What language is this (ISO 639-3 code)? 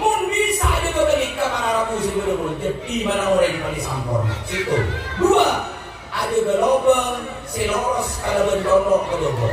mad